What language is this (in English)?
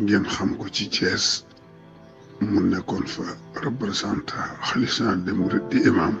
Wolof